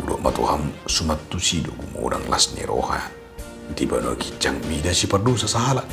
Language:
Batak Toba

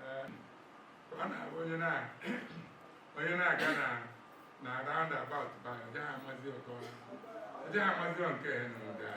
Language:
Igbo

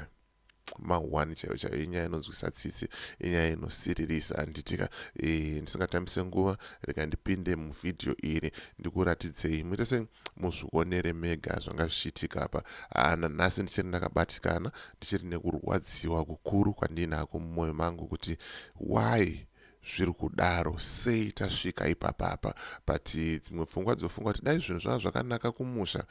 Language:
Shona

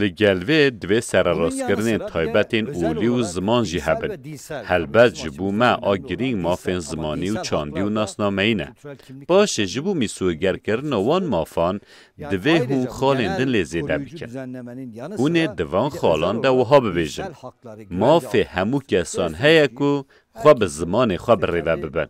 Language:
Kurdish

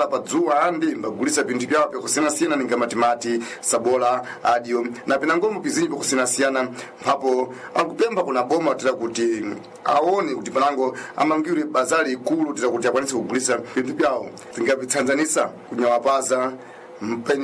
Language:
Sena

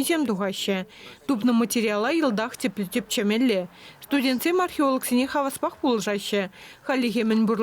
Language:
Chuvash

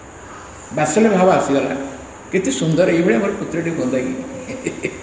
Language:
Odia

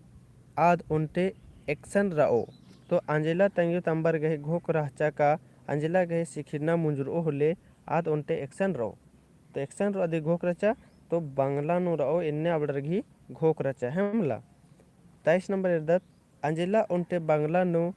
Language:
Kurukh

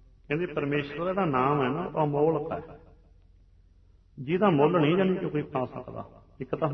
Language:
Punjabi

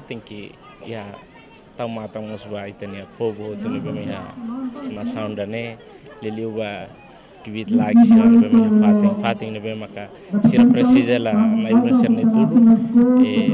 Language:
Tetum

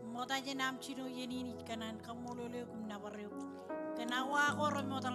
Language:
Marshallese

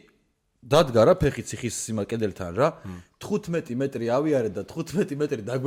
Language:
Georgian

